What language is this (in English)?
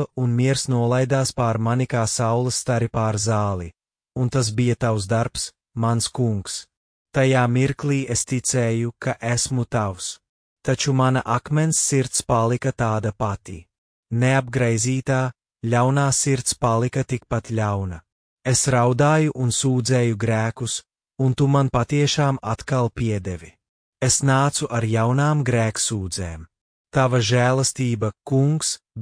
Latvian